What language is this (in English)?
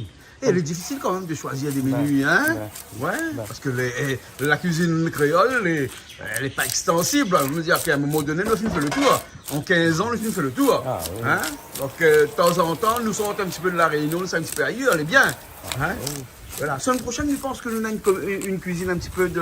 Réunion Creole French